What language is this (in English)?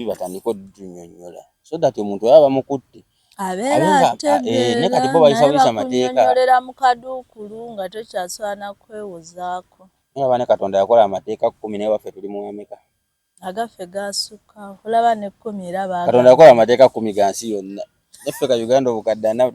Ganda